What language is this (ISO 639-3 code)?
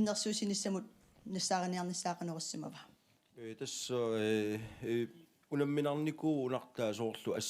kal